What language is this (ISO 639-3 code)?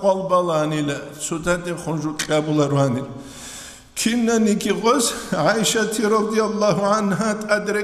ava